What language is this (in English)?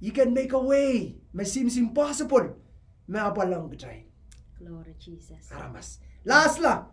Pohnpeian